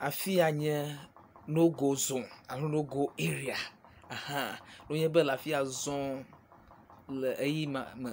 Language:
Ewe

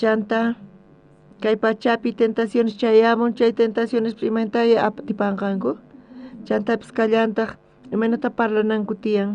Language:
South Bolivian Quechua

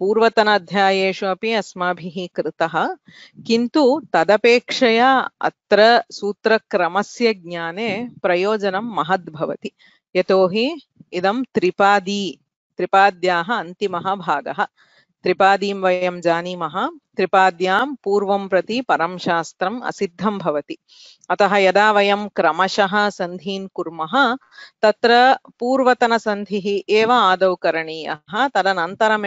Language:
Sanskrit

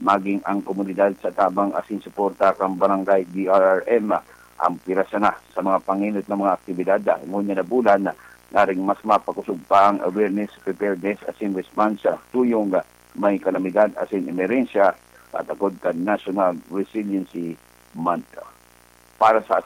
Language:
Bikol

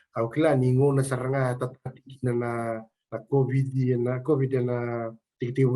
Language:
Fijian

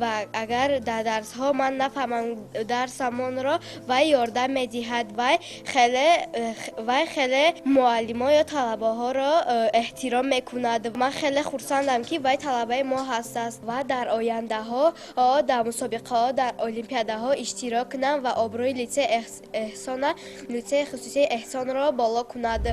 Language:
Tajik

